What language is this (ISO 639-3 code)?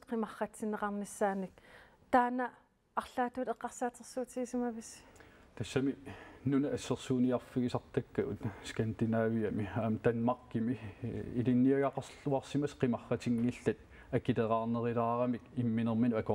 kal